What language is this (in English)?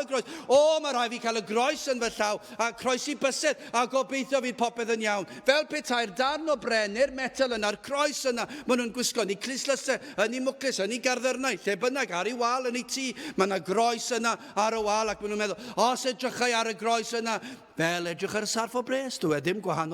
Welsh